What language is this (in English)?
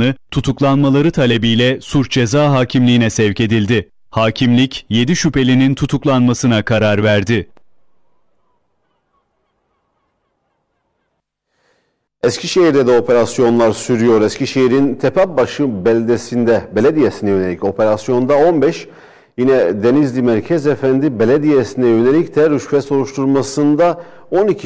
Turkish